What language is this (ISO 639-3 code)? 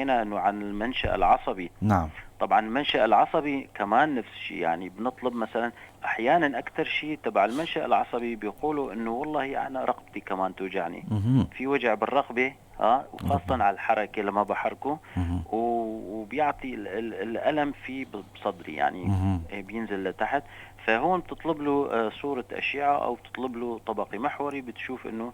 apc